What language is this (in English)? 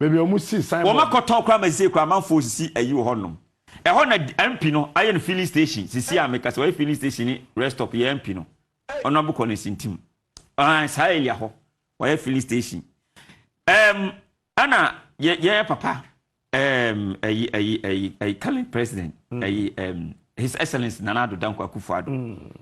Akan